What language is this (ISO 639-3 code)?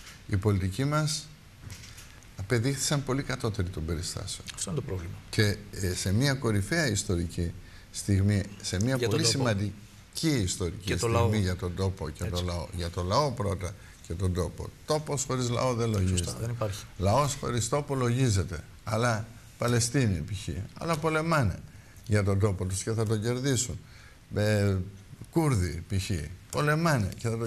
ell